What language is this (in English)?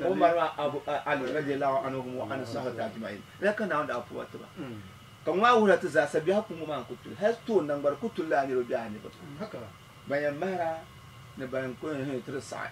Dagbani